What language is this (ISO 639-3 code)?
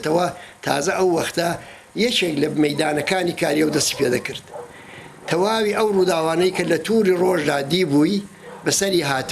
ckb